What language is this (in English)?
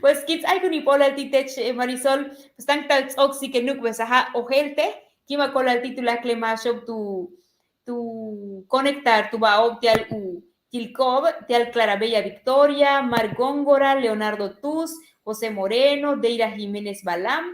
Yucateco